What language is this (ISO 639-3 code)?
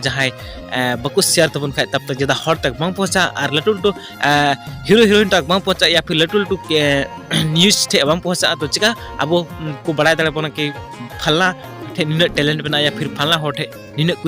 sat